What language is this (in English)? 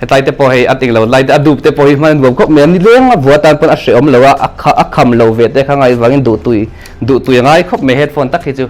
Mizo